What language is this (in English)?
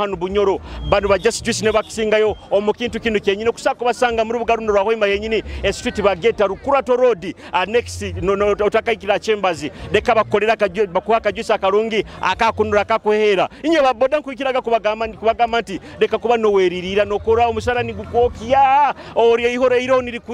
Nyoro